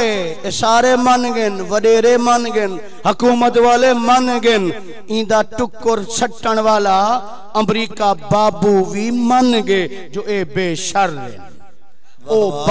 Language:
Saraiki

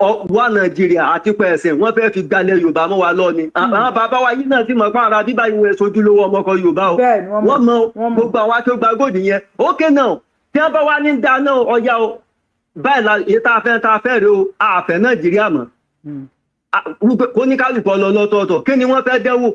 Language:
Yoruba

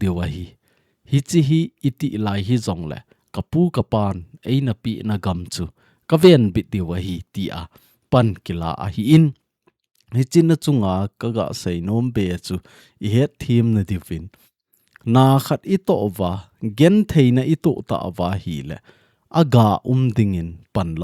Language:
Thado Chin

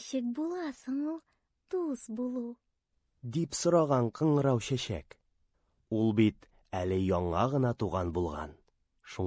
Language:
Tatar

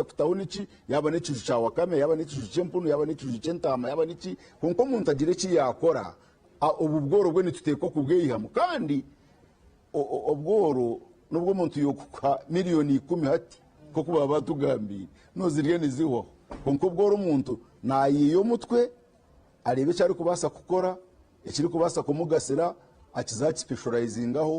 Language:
Nyankole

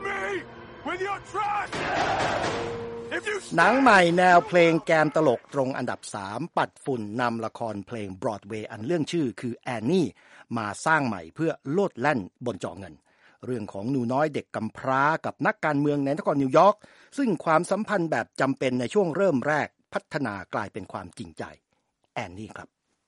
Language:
Thai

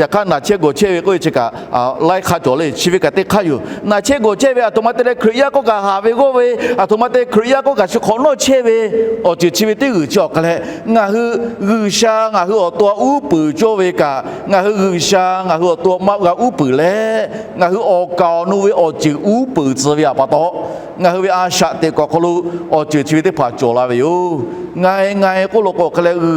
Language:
Lahu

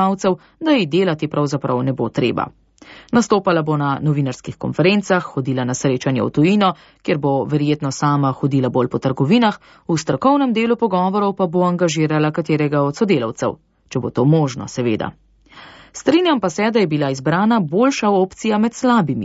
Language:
Slovenian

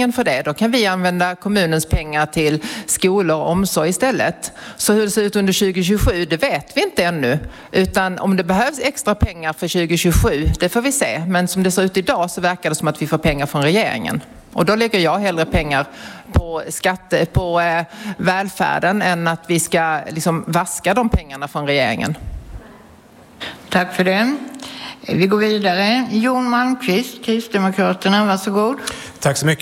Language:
Swedish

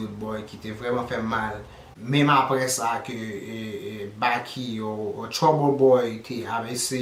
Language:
Haitian Creole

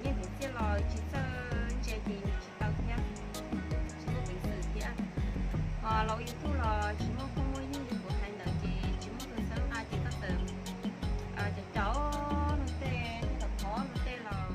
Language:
Hmong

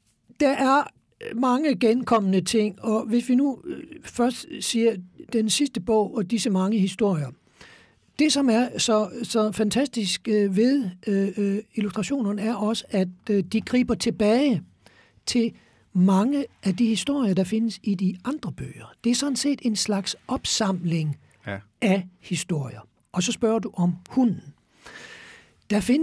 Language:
Danish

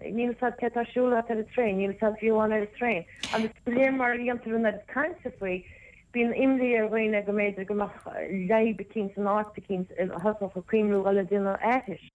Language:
Irish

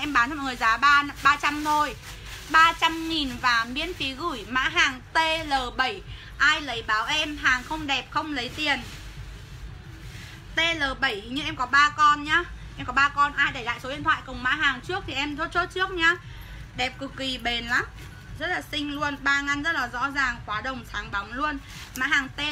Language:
Vietnamese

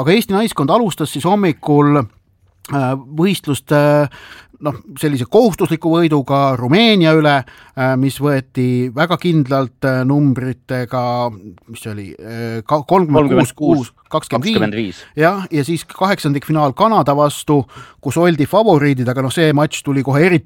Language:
Estonian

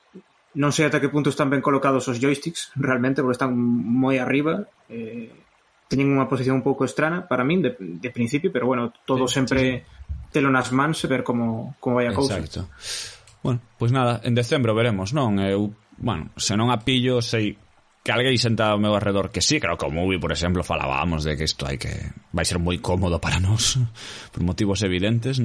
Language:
Galician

